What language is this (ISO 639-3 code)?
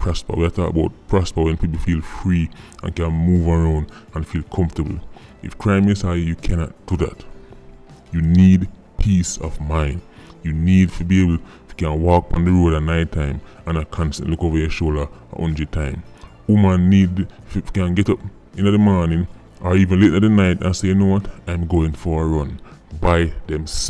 jam